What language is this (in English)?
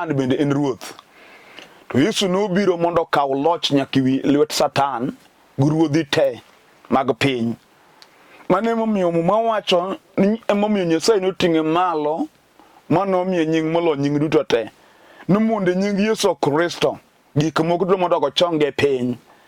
Luo (Kenya and Tanzania)